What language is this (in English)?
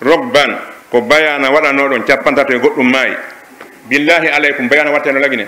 Pular